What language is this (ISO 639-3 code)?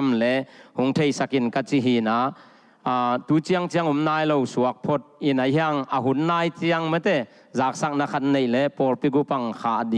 ctd